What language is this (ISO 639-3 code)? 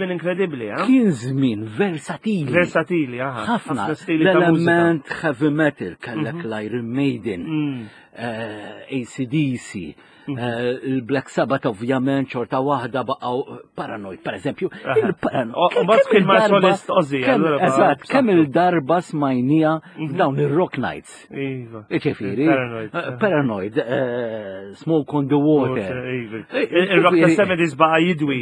mlt